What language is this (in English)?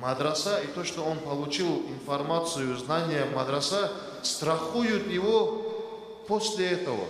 Kumyk